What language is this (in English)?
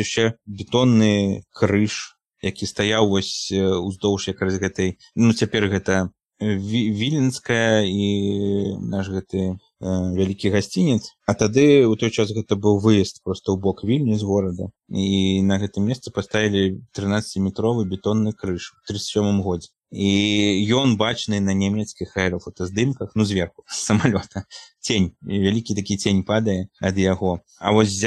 Belarusian